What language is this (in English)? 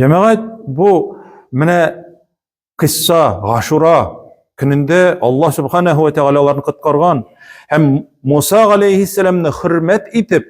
Tatar